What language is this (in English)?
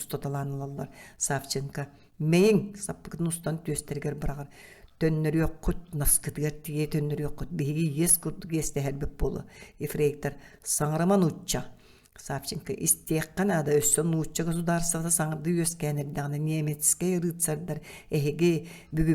Yakut